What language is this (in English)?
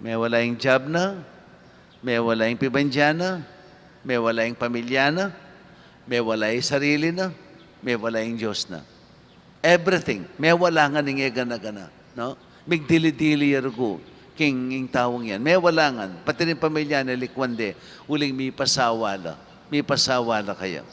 Pampanga